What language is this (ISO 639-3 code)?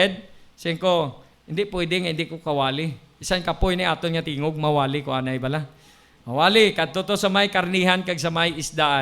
hil